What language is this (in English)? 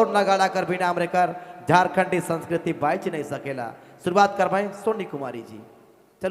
Sadri